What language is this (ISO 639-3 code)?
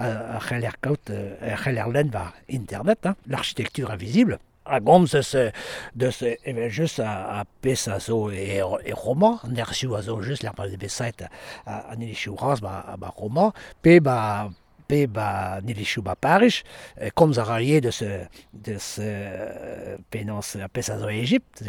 bre